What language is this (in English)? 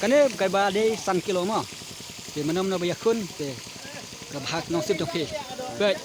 Khasi